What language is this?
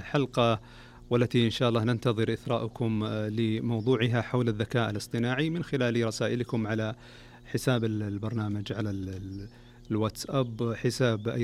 Najdi Arabic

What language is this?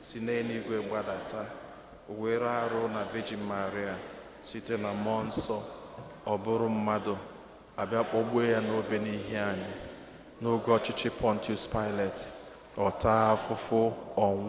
Igbo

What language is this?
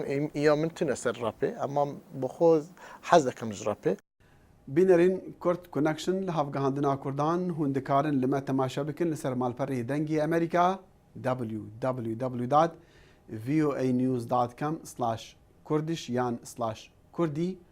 Kurdish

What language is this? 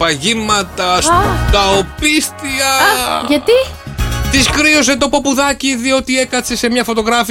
Greek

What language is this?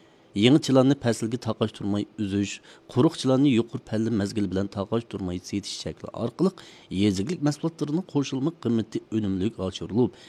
Uyghur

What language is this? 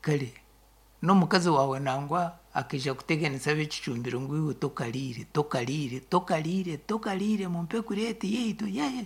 Nyankole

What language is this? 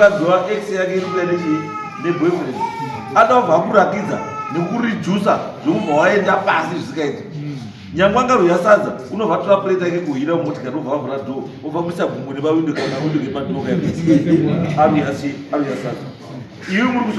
Shona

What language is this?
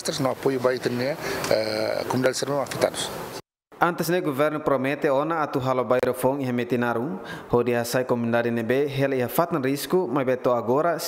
Tetum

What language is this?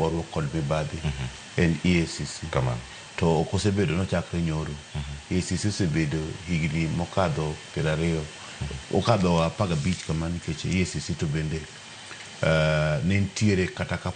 Luo (Kenya and Tanzania)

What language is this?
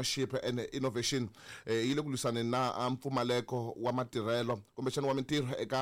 Tsonga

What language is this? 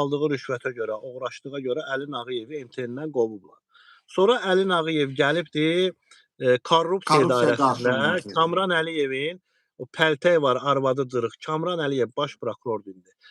Azerbaijani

